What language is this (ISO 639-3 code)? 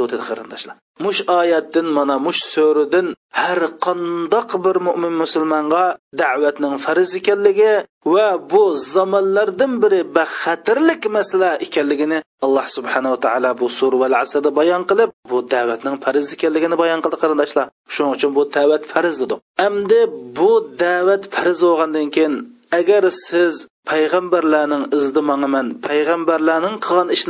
uig